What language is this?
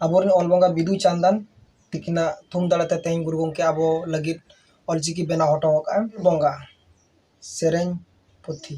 Santali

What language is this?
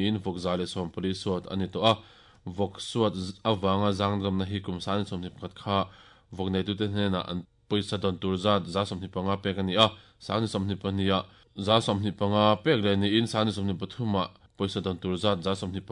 Mizo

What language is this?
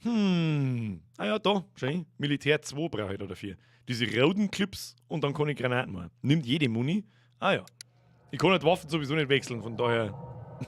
Bavarian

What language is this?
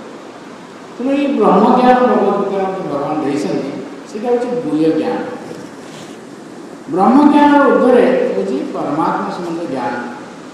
Odia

